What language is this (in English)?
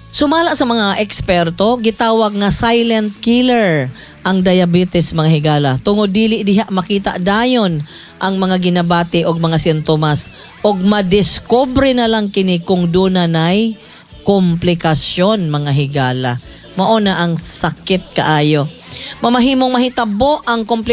Cebuano